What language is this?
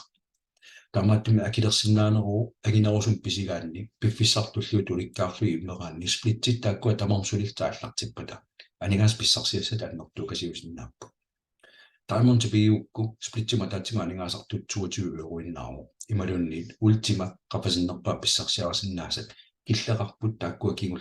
Kalaallisut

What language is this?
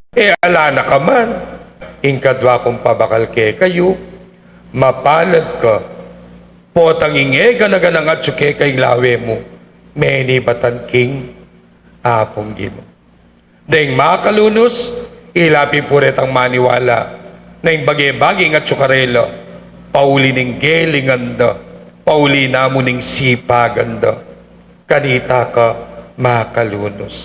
Pampanga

